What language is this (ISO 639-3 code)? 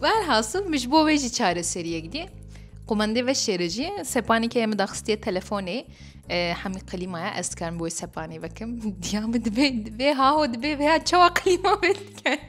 kur